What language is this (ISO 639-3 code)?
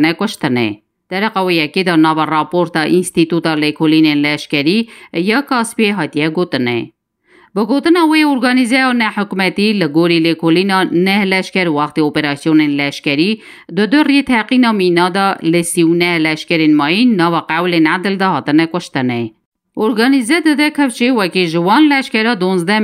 kur